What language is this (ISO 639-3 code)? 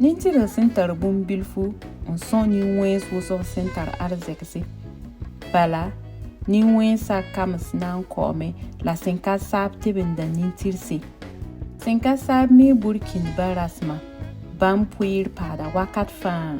mos